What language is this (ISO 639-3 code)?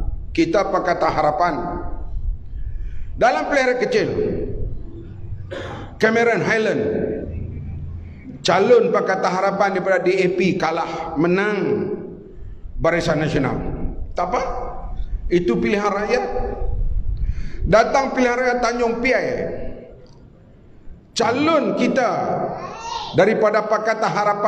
msa